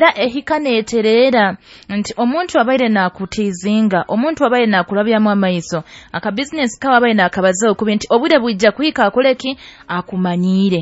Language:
Nyoro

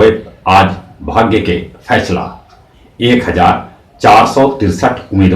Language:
Magahi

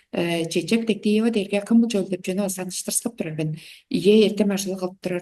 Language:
Tuvinian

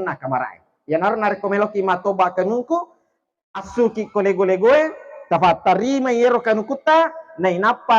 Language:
Buginese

